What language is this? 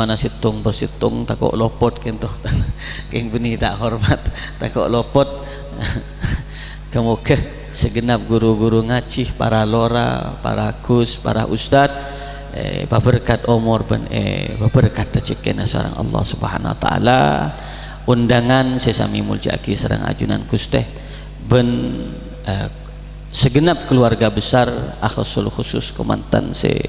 Madurese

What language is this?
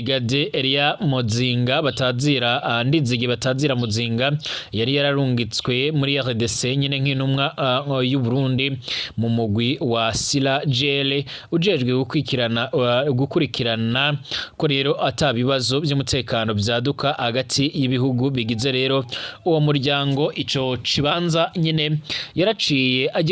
Rundi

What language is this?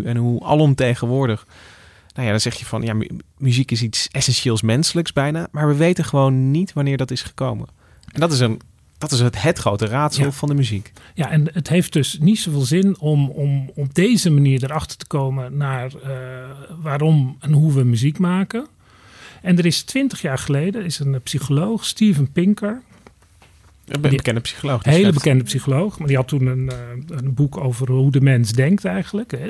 Dutch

